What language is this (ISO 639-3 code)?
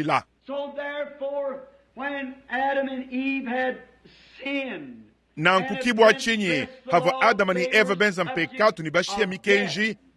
lua